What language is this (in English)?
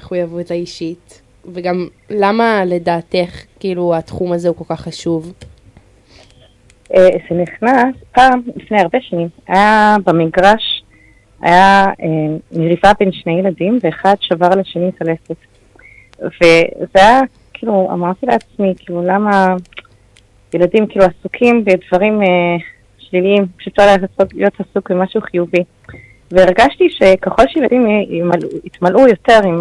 Hebrew